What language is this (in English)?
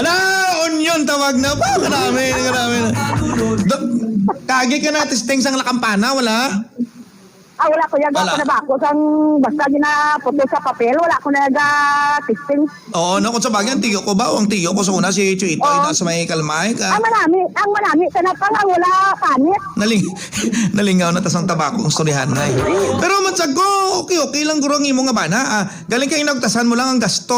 Hiligaynon